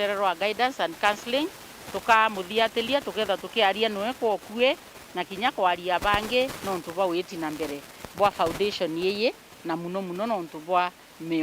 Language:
Meru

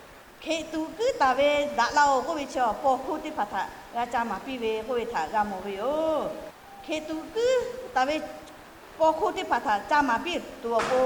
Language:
Lahu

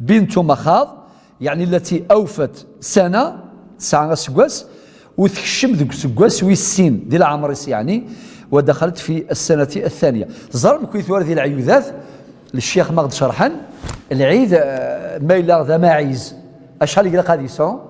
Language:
Kabyle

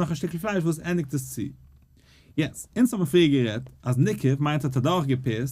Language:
Yiddish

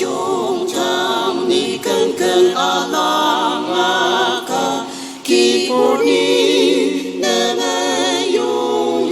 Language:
Ao Naga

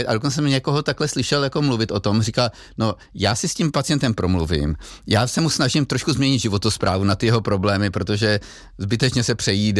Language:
Czech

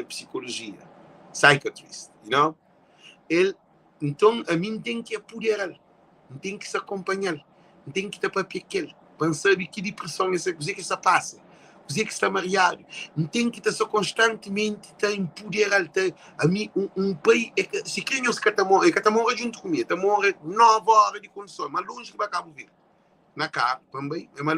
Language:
Kabuverdianu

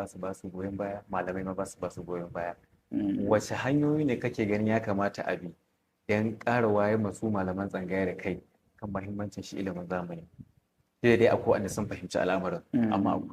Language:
Hausa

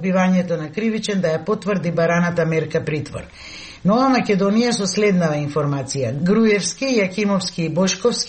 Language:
Macedonian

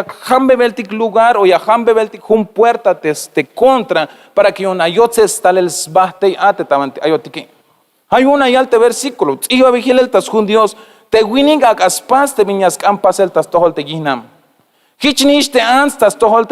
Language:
Tzeltal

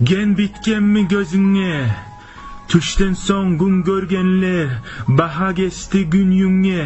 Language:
Kumyk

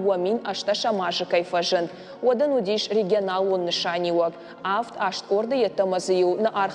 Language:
Ossetic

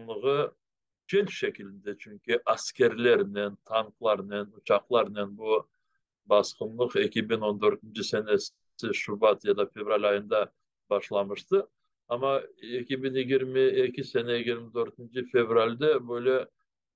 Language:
Crimean Tatar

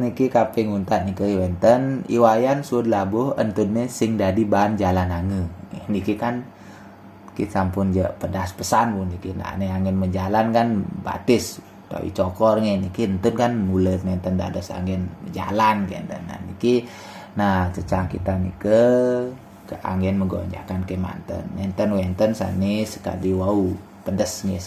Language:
Balinese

